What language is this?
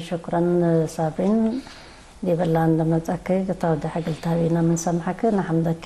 Tigre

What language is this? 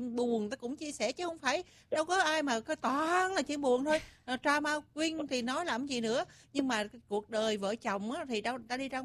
Vietnamese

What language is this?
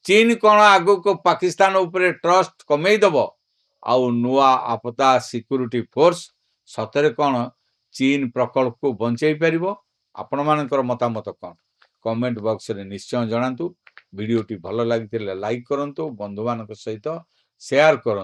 Odia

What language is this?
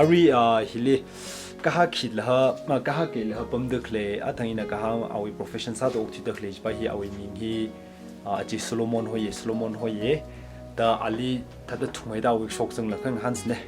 Tangkhul Naga (India)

